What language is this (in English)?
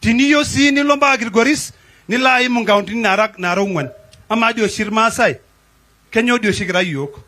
Masai